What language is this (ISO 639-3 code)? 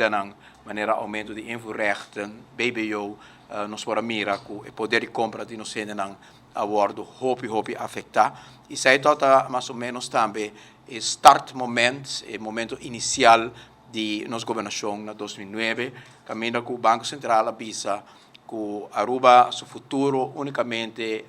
pap